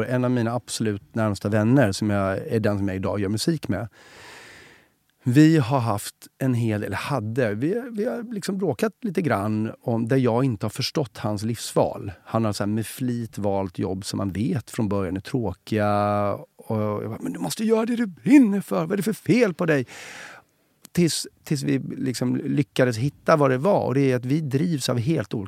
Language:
Swedish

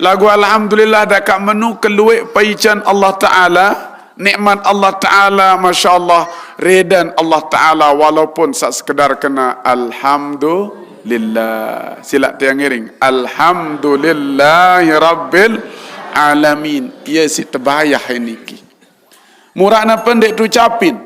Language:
Sasak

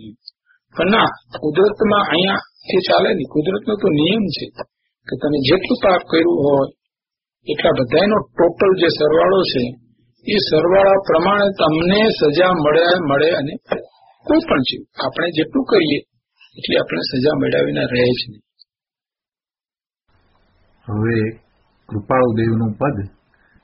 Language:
Gujarati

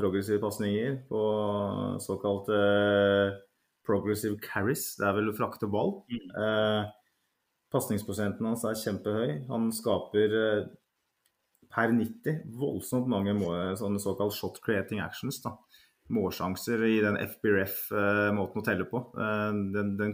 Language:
Norwegian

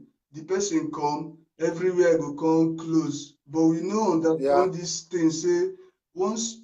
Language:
Nigerian Pidgin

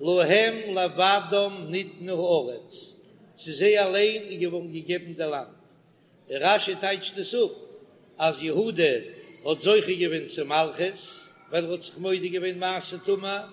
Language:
Yiddish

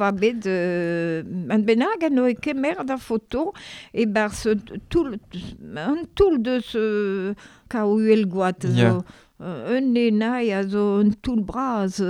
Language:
Breton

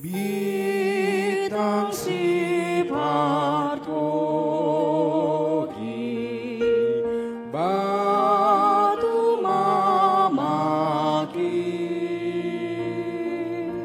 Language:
Batak Toba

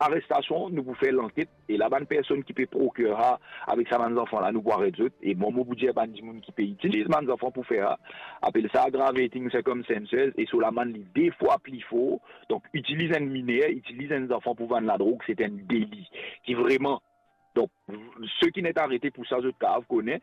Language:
Morisyen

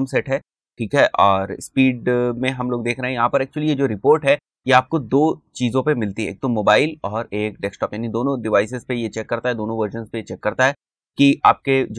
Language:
Hindi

